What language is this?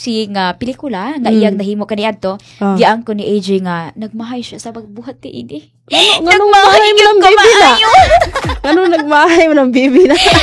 Cebuano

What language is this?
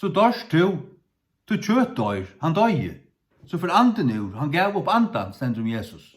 Faroese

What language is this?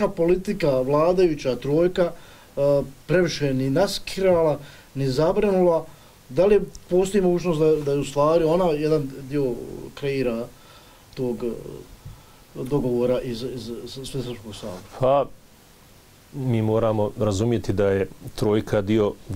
Bosnian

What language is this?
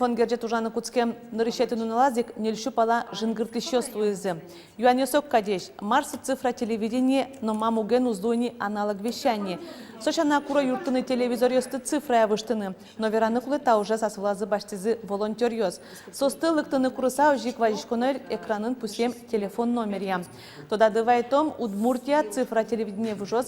Udmurt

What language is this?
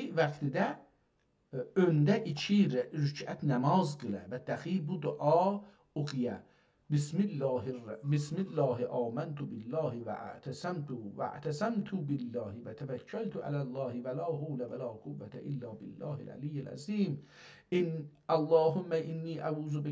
South Azerbaijani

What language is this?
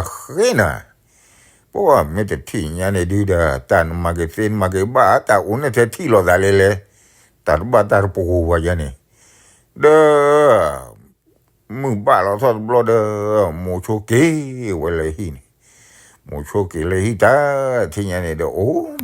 S'gaw Karen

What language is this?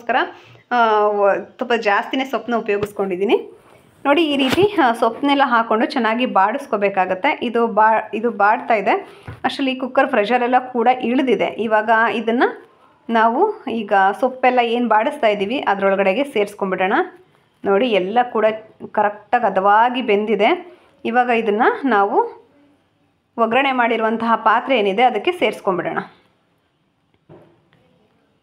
Kannada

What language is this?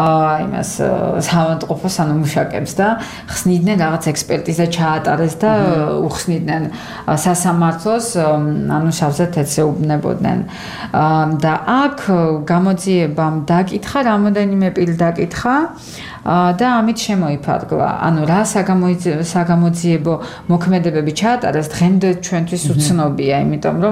Georgian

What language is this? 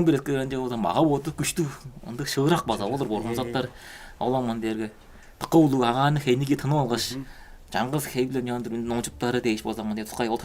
Tuvinian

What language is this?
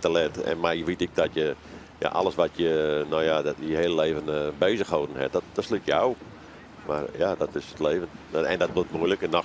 Western Frisian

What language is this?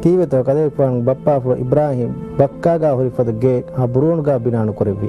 Divehi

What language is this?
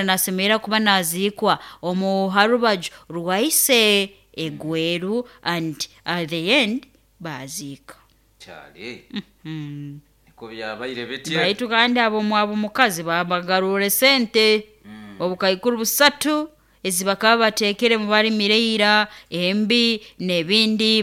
Nyoro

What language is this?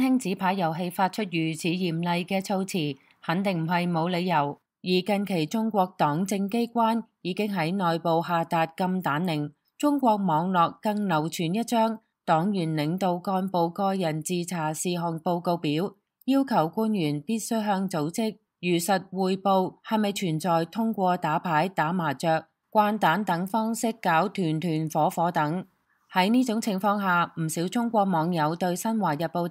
Cantonese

